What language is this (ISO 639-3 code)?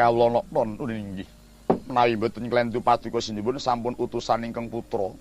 jav